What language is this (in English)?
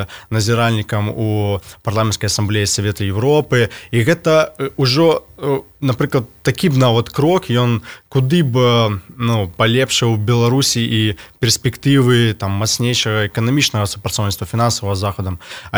Belarusian